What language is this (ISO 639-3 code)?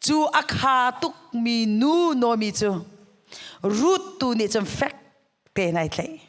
cnh